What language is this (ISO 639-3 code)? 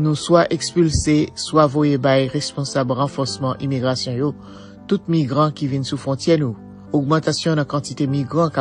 hat